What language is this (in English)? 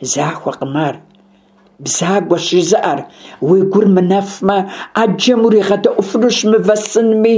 Kabardian